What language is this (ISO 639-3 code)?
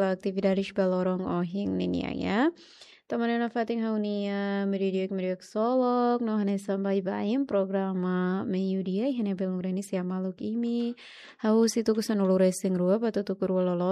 tet